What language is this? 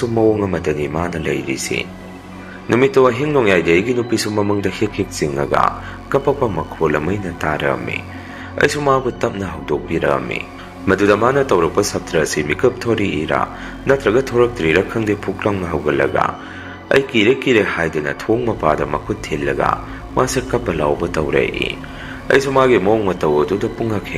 Manipuri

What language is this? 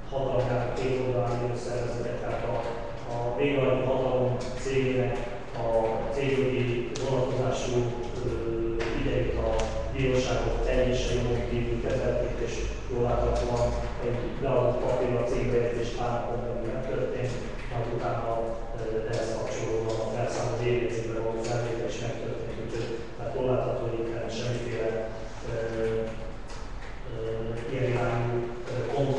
Hungarian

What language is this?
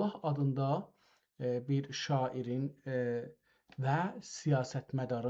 South Azerbaijani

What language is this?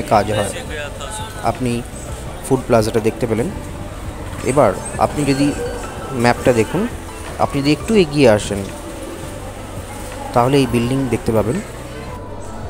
Bangla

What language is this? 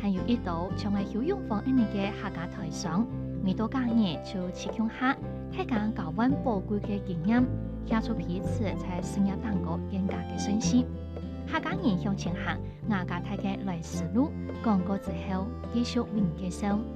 Hakka Chinese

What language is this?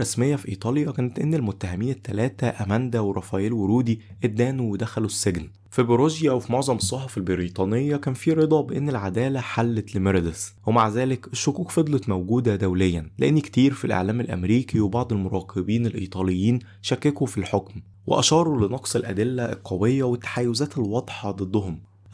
Egyptian Arabic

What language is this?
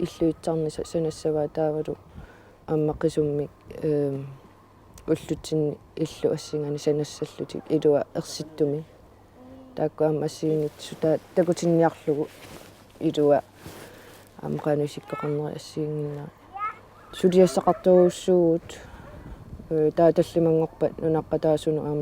Kalaallisut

